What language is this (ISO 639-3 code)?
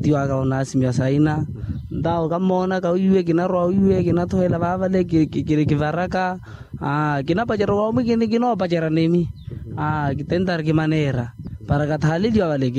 vmw